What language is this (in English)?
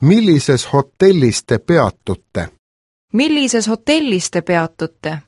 Estonian